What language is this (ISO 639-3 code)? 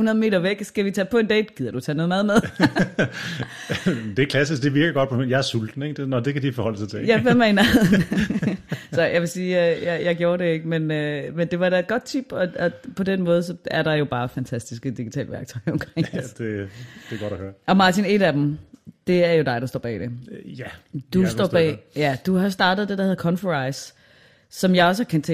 dan